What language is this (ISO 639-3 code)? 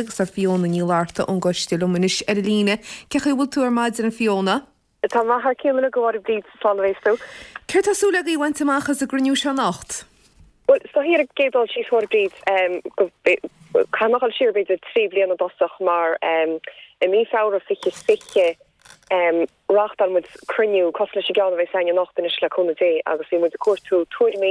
gle